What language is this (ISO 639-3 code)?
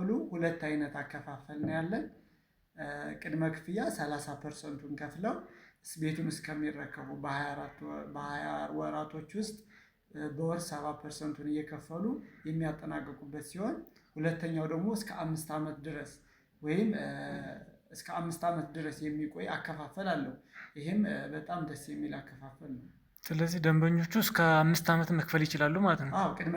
amh